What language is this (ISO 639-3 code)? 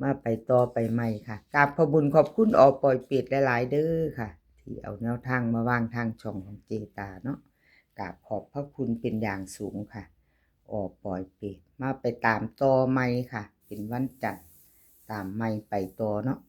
tts